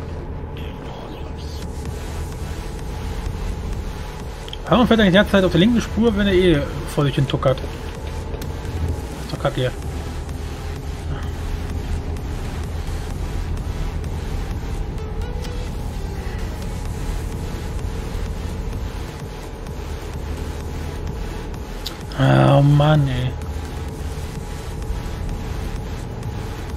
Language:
German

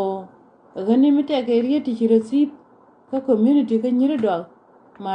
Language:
Nuer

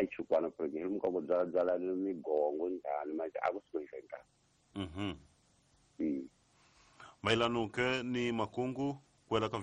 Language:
Tsonga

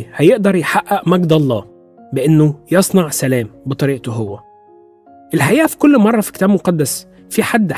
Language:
Egyptian Arabic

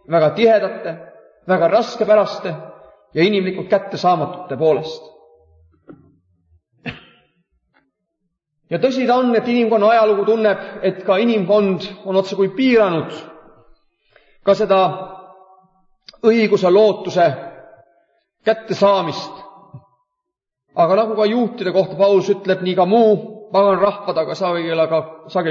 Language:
Estonian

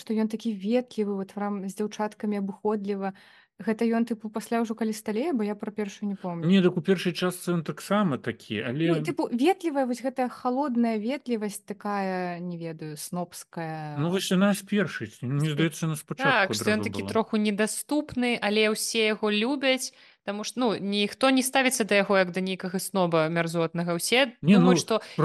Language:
Belarusian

